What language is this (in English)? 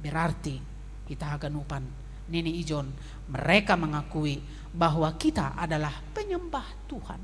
Batak Simalungun